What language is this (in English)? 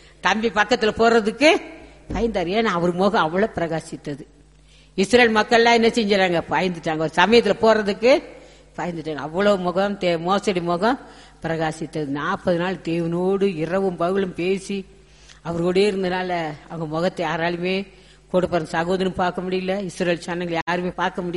Tamil